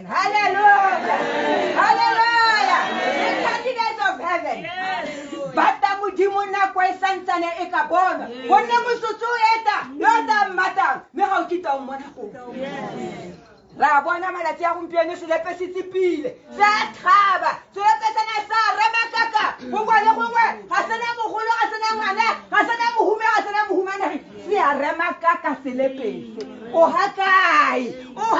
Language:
Tswana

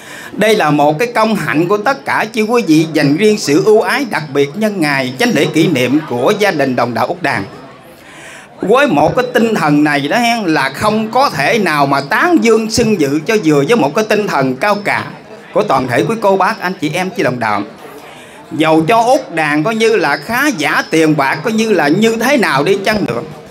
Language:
Vietnamese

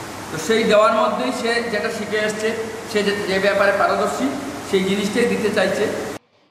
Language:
Bangla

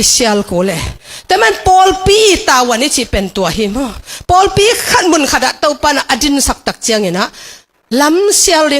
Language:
Tedim Chin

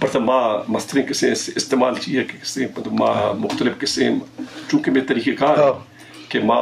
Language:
Eastern Balochi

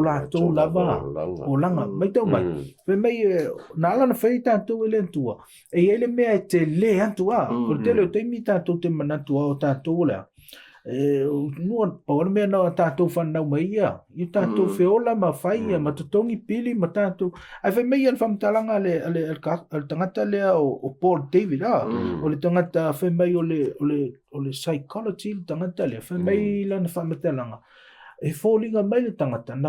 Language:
Samoan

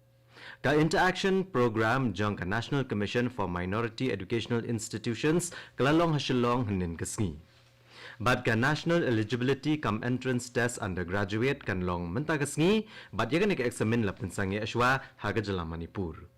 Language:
Khasi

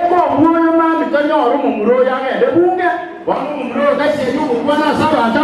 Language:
Gusii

